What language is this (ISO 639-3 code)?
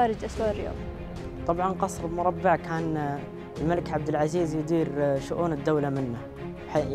ara